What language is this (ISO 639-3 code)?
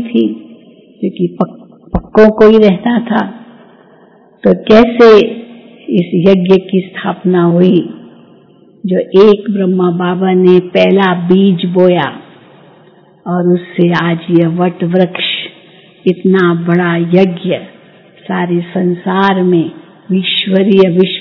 hin